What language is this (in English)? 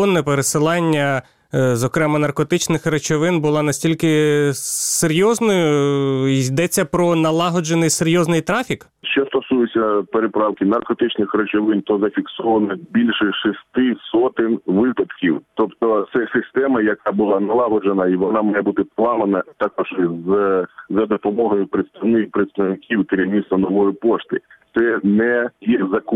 Ukrainian